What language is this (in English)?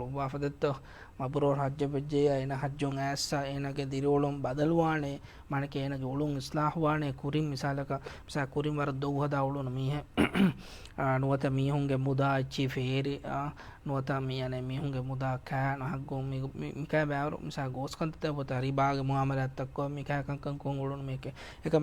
Divehi